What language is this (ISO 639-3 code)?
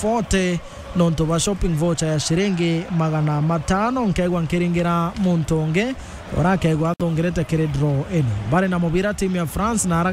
mer